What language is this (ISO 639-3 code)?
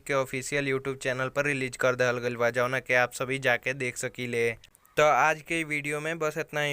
bho